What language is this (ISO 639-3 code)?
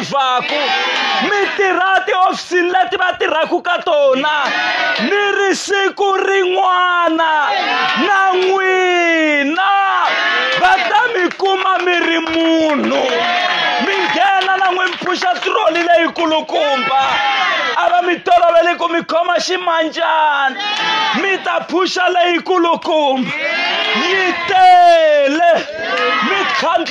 tso